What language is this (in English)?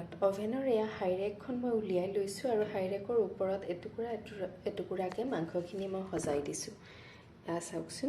Assamese